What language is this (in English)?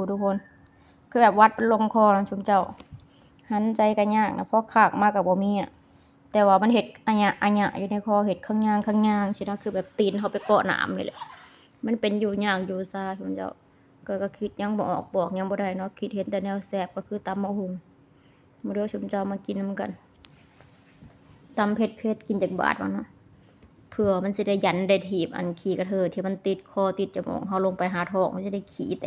Lao